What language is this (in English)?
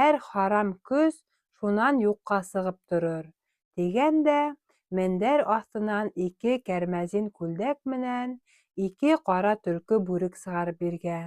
Bashkir